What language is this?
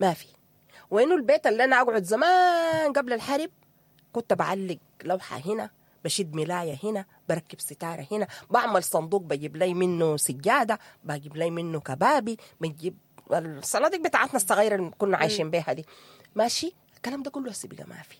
Sudanese Arabic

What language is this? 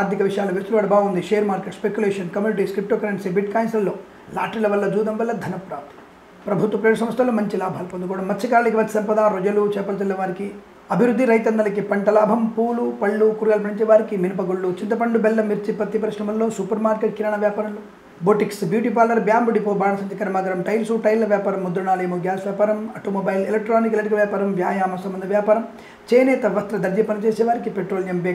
Telugu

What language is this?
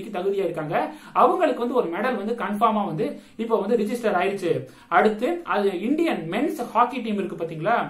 Tamil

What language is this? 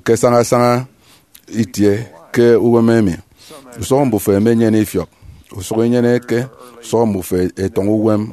Efik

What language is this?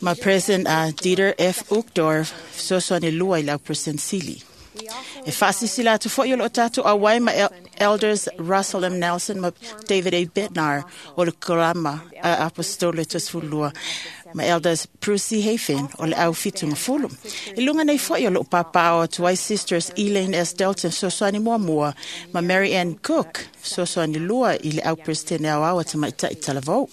Samoan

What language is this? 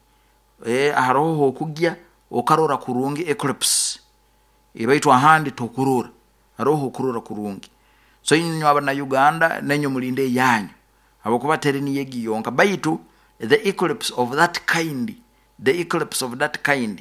Nyoro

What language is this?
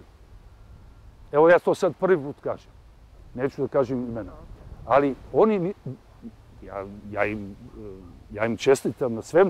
Serbian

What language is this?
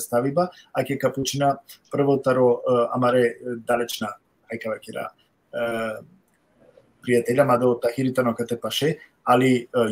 Balkan Romani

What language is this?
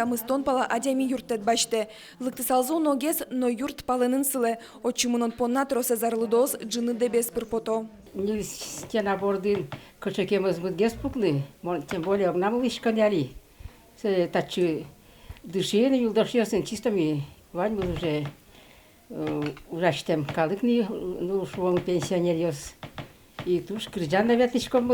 Udmurt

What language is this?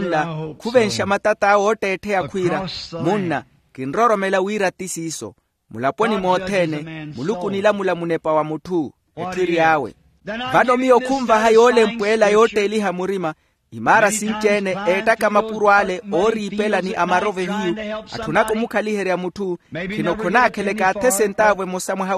Makhuwa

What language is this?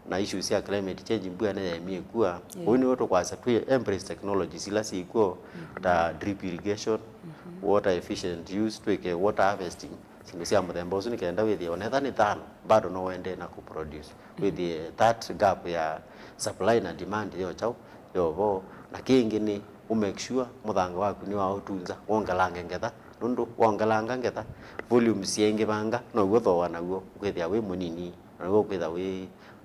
Kamba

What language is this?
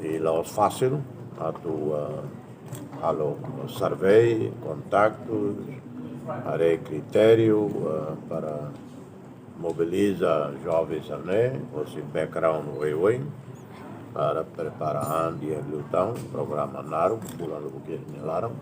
Tetum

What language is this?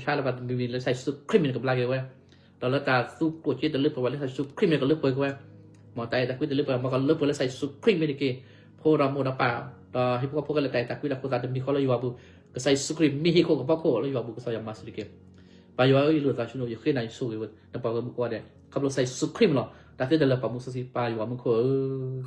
S'gaw Karen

